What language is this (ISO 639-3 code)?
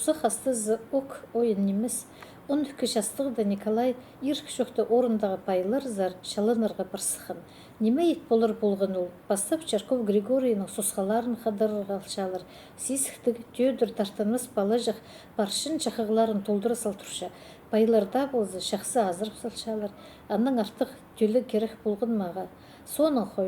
kjh